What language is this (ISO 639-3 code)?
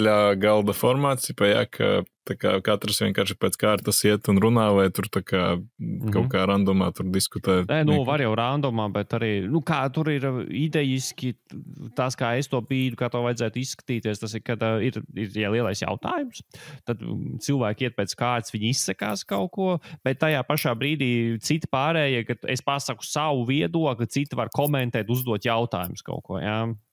lav